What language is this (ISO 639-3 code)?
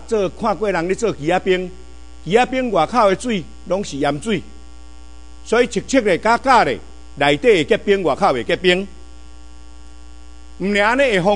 nan